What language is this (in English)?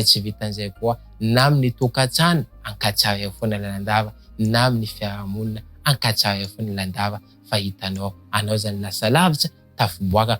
Malagasy